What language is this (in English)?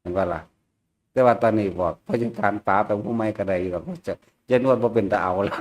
Northeastern Thai